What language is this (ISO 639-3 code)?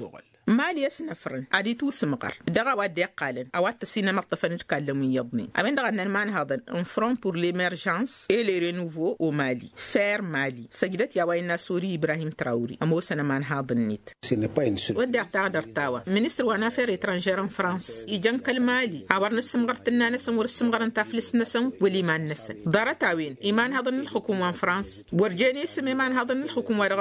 taq